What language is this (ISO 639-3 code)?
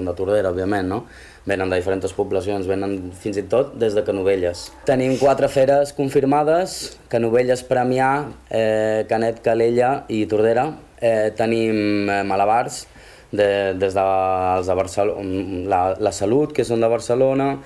cat